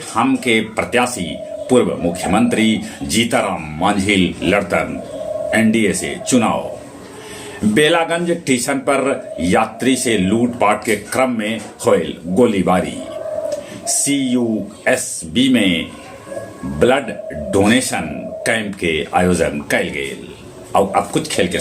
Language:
Magahi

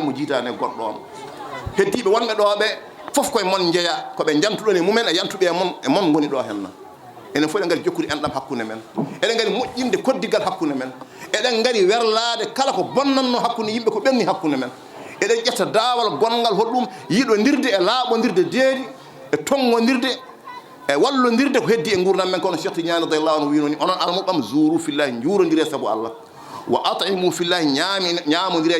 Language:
Fula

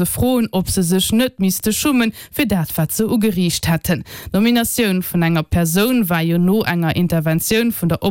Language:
Luxembourgish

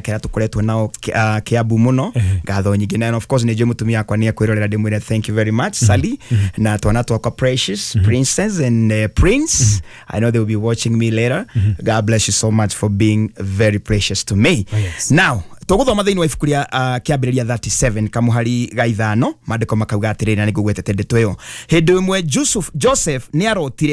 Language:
Kikuyu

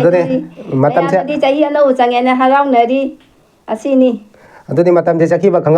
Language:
Manipuri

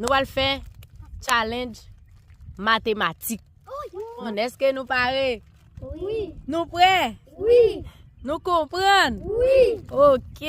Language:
Haitian Creole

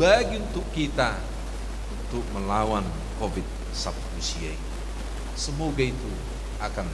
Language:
Batak Toba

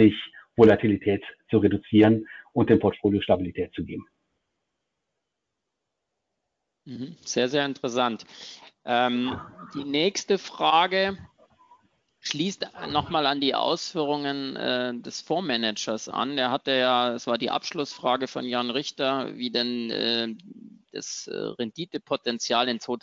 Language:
German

